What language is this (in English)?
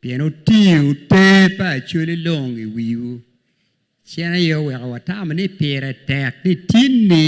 Acoli